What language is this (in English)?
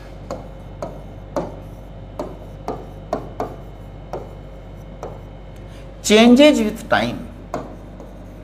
Hindi